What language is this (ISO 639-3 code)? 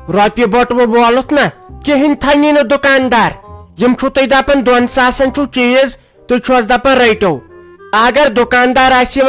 kas